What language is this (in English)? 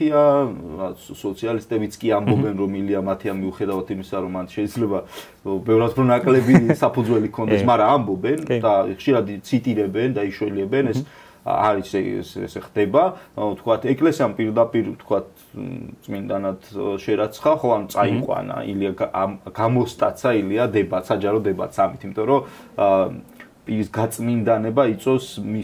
Georgian